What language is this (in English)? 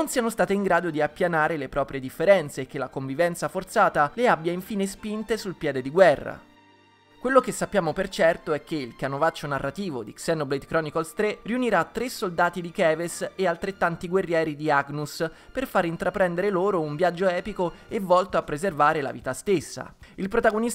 Italian